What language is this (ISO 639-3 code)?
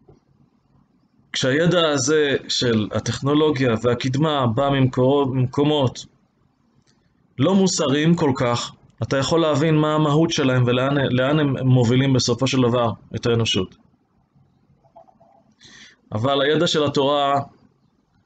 heb